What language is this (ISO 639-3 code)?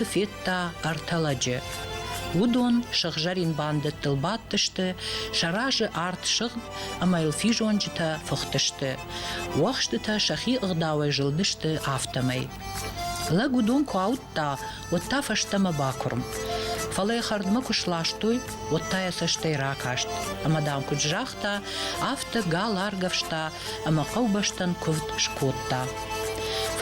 oss